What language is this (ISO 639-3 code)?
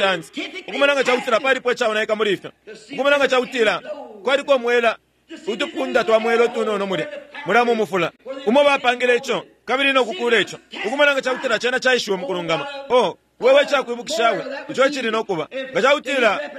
bem